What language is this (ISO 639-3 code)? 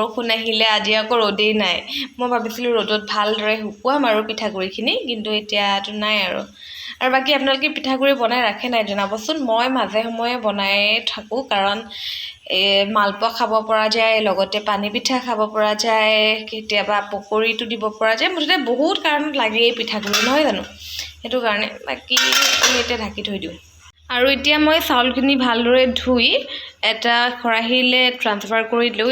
asm